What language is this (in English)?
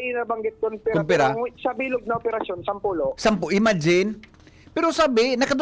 Bikol